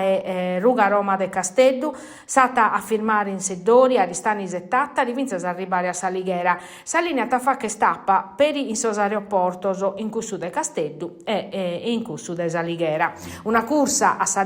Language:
Sardinian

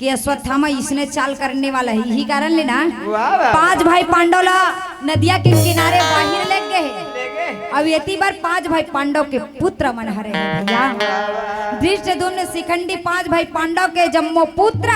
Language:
Chhattisgarhi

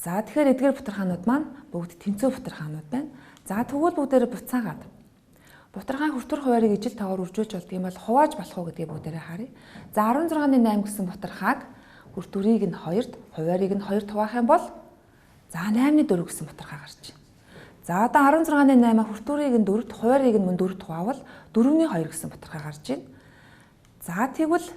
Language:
Mongolian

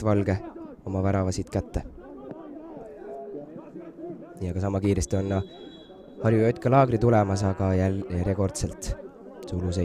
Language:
Estonian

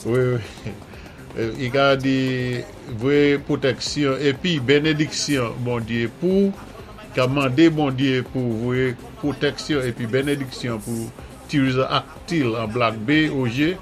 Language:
Saint Lucian Creole French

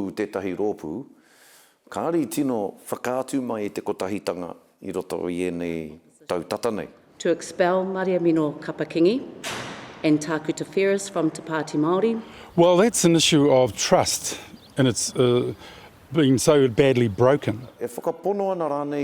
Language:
Māori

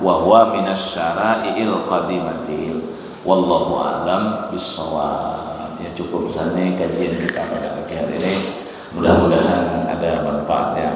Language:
Banjar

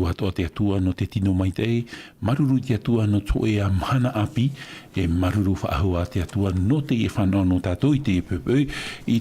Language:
Tahitian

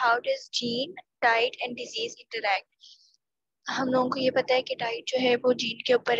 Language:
Hindi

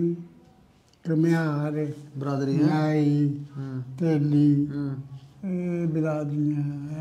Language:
Punjabi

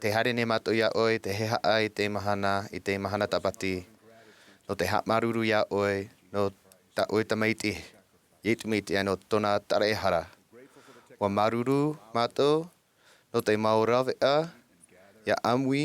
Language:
Tahitian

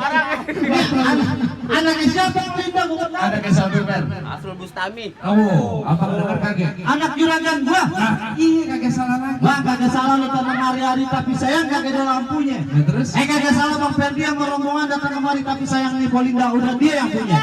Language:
Betawi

